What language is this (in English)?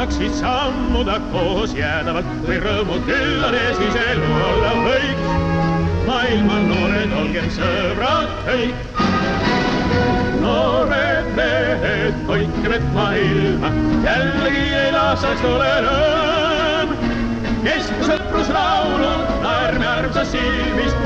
Estonian